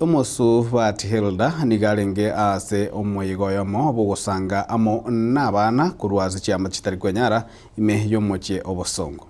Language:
Gusii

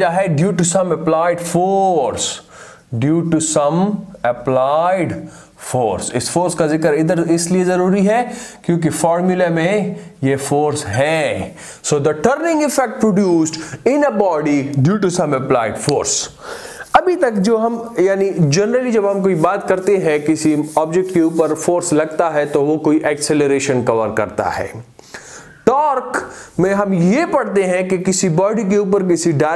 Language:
Hindi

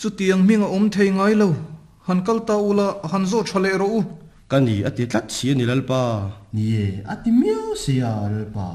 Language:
Mizo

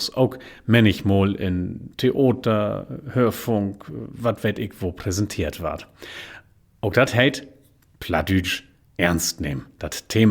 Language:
Low German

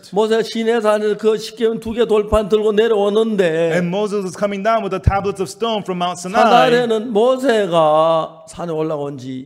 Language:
Korean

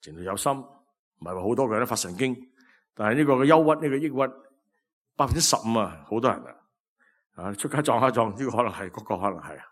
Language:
Cantonese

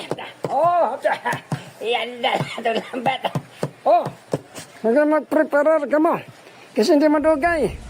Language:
Hiligaynon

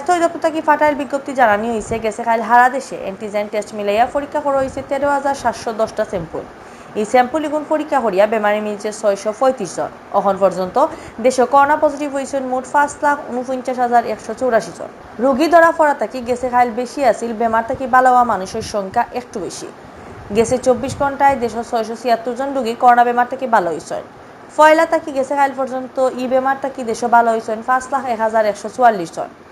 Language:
Sylheti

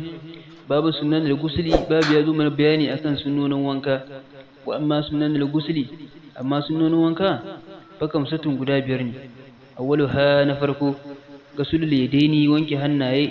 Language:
Hausa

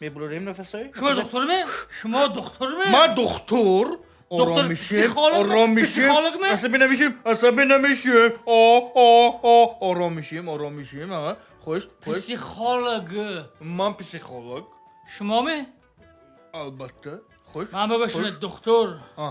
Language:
Tajik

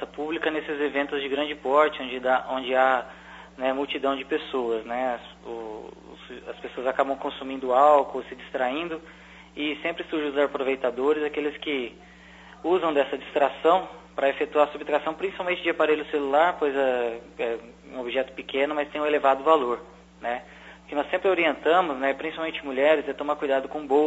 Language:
Portuguese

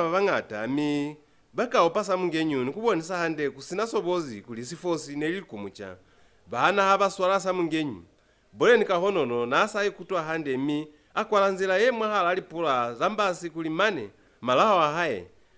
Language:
Lozi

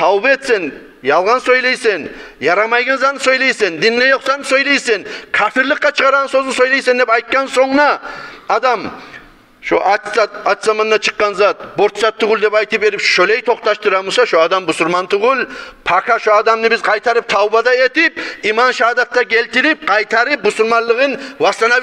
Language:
Kumyk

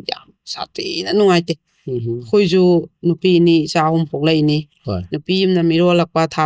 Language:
Manipuri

